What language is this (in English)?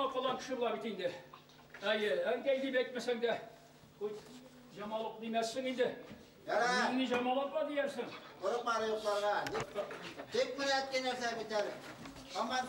Bashkir